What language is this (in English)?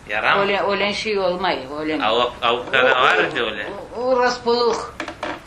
Crimean Tatar